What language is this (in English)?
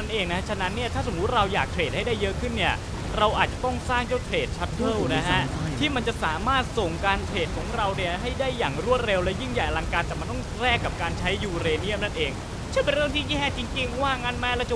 Thai